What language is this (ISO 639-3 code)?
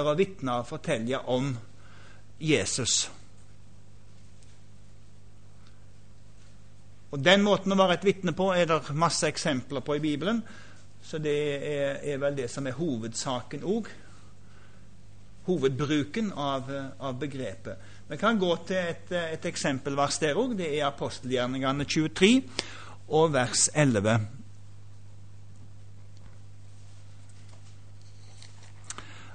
nor